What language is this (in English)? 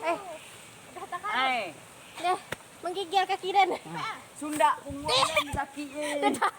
Minangkabau